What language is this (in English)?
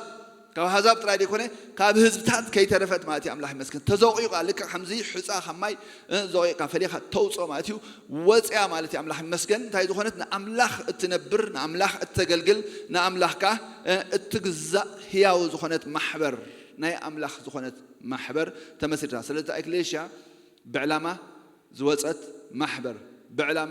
Tigrinya